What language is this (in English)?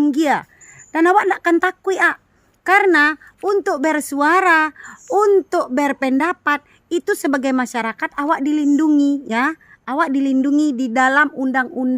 Minangkabau